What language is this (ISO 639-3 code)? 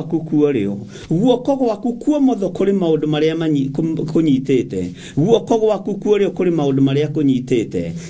kik